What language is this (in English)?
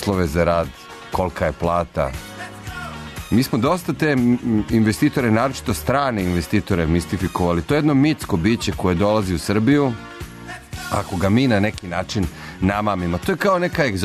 Serbian